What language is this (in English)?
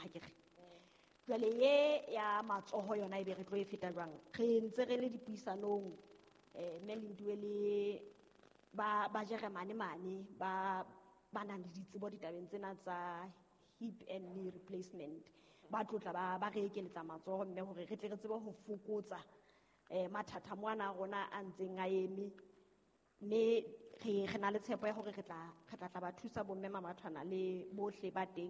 Southern Sotho